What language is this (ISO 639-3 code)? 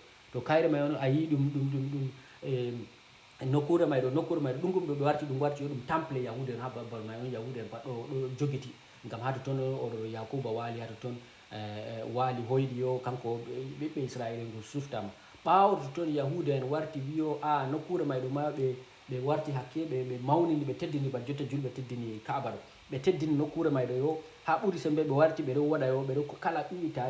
ful